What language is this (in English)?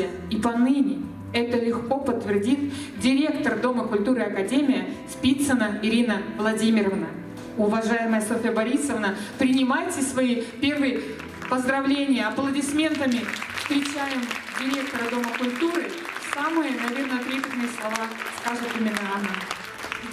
Russian